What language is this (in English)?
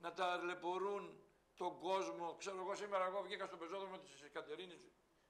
Greek